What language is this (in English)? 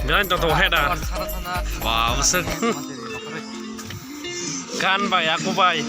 Kok Borok